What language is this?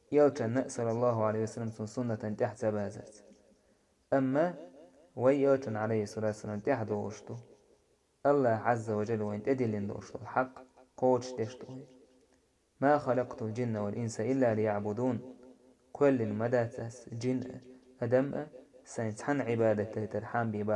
Chechen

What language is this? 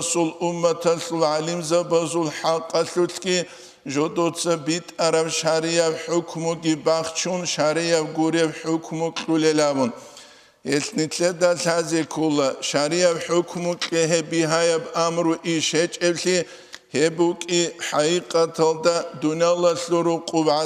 Avaric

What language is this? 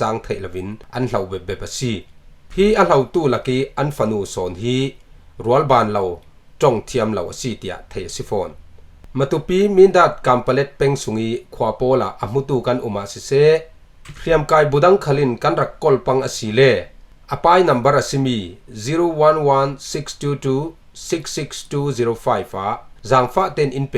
Falam Chin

